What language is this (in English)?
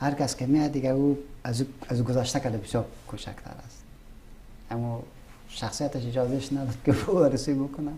Persian